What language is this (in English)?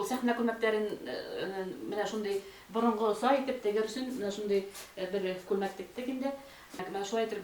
Bashkir